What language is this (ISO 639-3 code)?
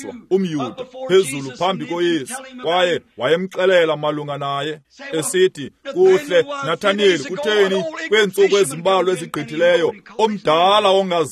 xho